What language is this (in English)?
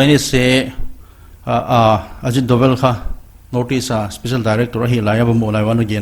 Paite Chin